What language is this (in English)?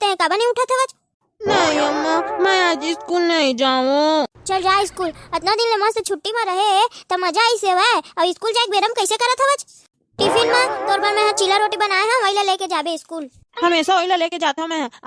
Chhattisgarhi